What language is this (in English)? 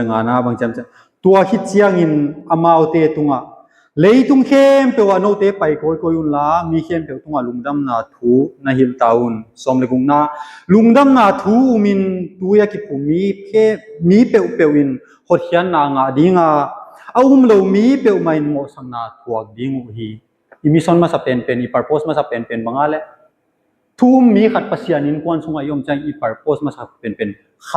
Tedim Chin